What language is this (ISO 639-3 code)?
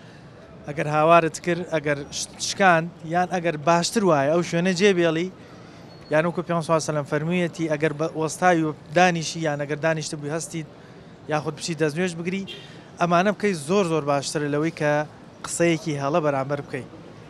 ckb